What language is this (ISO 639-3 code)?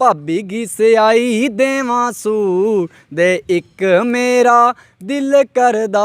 doi